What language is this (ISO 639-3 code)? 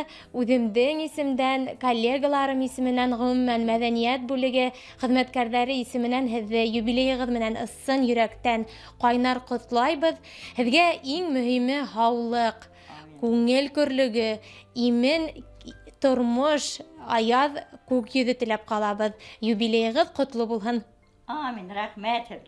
bak